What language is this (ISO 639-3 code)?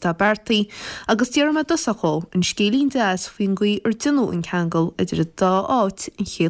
gle